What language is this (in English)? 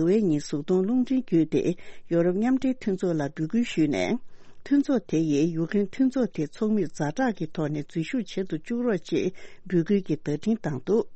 Tibetan